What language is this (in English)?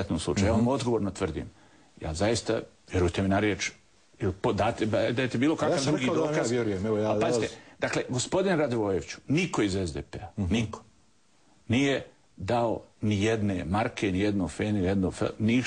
Bosnian